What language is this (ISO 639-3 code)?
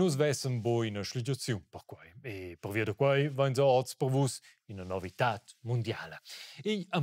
roh